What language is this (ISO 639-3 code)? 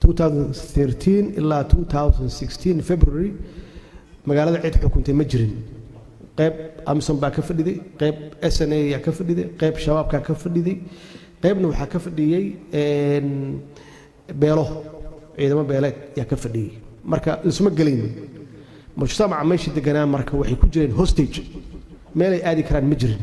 som